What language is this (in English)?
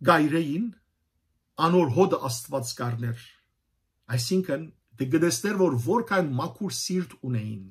Western Armenian